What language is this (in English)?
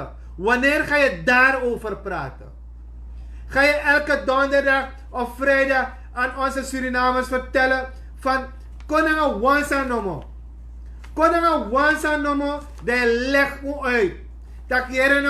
Sranan Tongo